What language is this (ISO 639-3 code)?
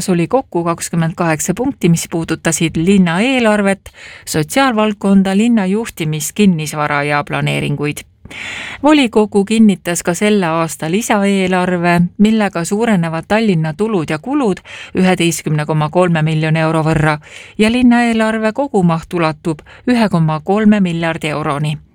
est